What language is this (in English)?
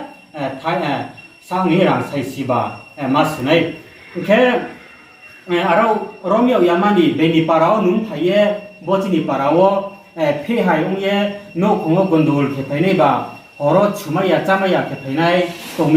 Riang (India)